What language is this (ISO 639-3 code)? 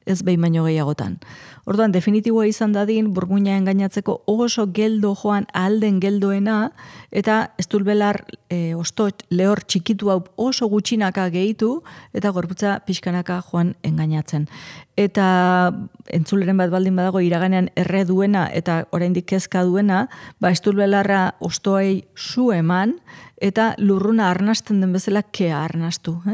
eus